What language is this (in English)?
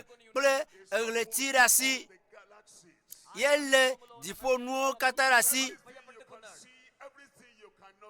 Ewe